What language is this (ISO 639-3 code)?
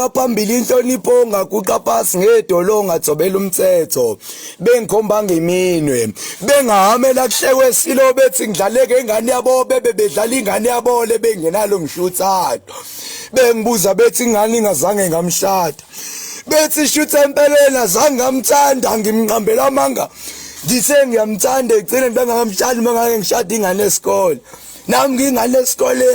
zul